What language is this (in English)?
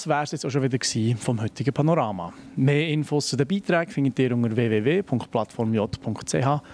Swiss German